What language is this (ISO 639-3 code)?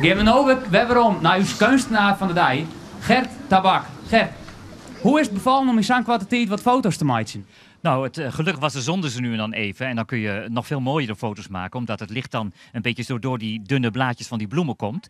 fry